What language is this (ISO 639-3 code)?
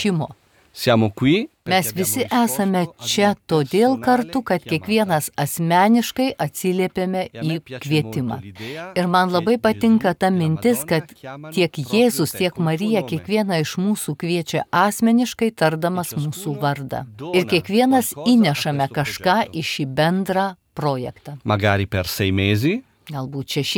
lit